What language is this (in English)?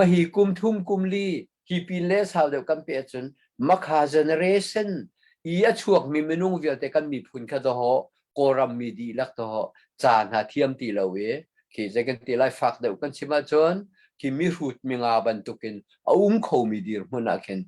Hakha Chin